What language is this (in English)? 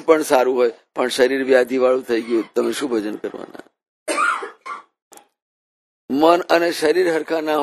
Gujarati